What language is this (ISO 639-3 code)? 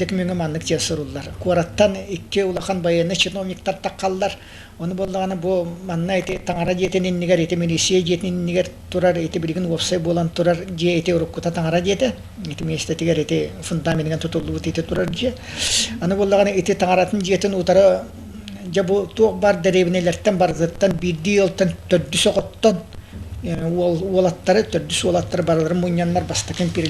sah